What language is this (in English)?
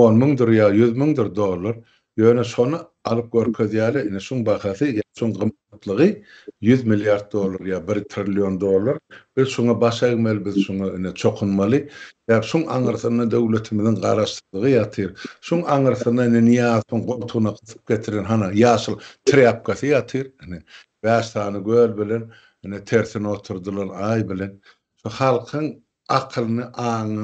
Turkmen